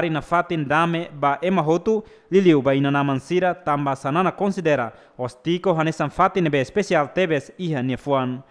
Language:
Tetum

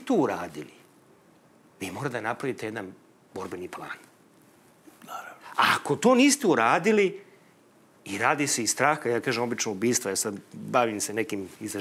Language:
Serbian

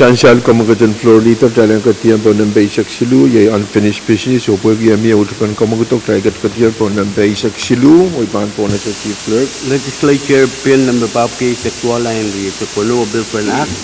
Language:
Pohnpeian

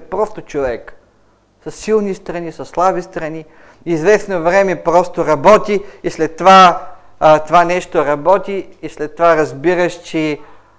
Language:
Bulgarian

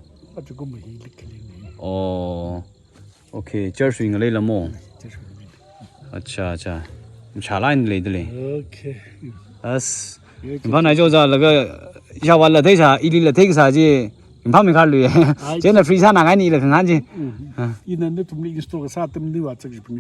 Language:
Tangkhul Naga (India)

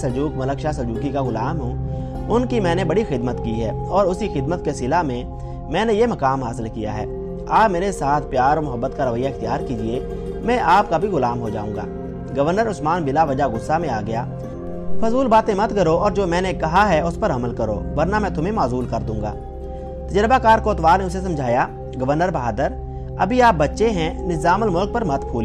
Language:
Urdu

